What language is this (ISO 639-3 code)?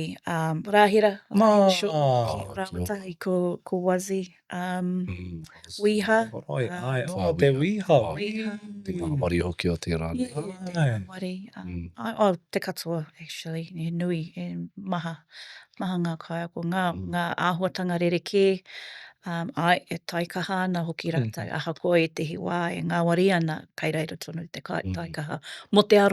mri